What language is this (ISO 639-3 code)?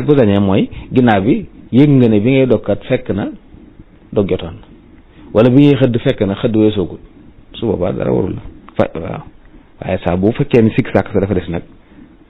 wol